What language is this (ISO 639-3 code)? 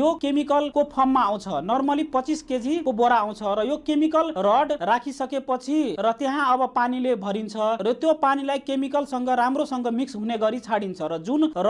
nep